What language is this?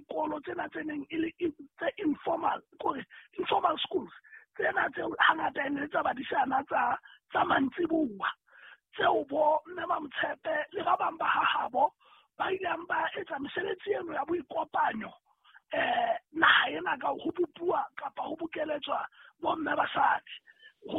Southern Sotho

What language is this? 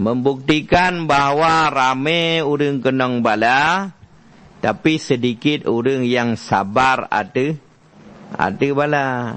Achinese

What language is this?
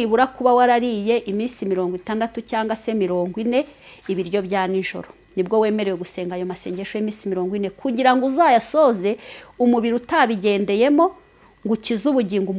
Kinyarwanda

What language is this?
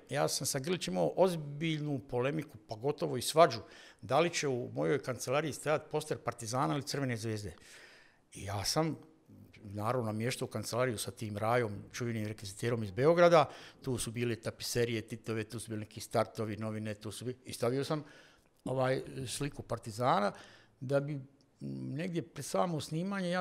Bosnian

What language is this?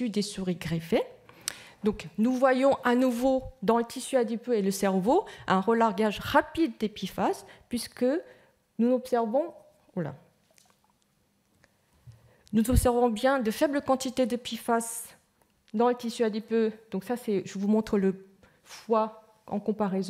French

